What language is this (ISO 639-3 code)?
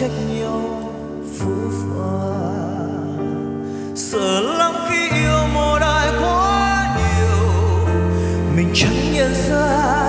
vie